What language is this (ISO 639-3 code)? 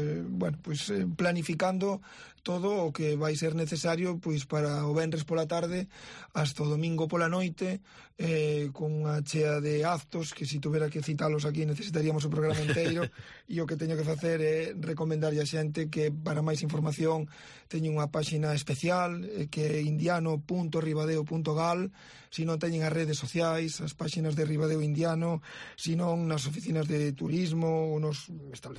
glg